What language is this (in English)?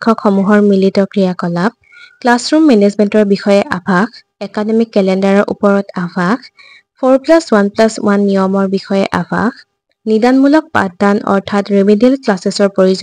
Assamese